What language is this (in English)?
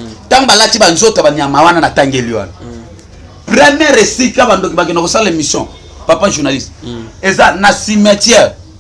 Lingala